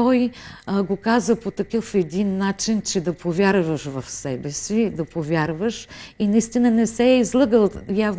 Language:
Bulgarian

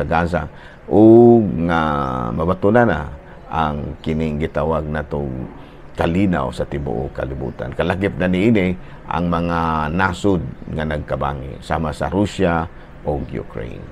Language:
Cebuano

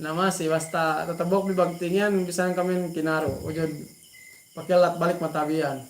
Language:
Yakan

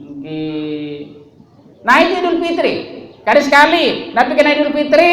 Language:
Sasak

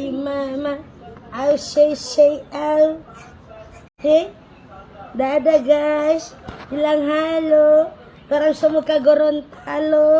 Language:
Manado Malay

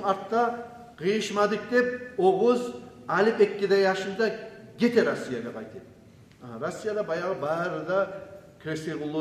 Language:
Kumyk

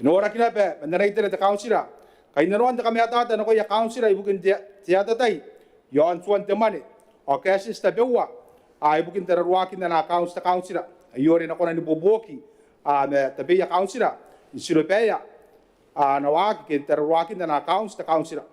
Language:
Gilbertese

